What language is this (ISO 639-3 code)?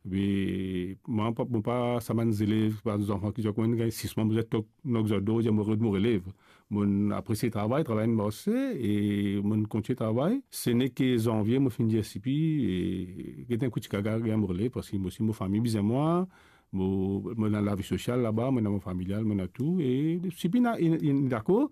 mfe